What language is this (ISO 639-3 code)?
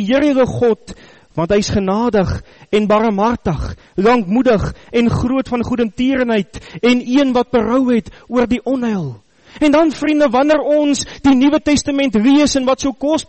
afr